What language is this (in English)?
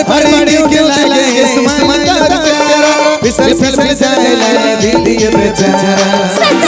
Sadri